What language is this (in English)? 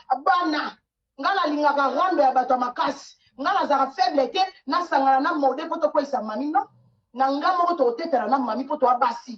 Lingala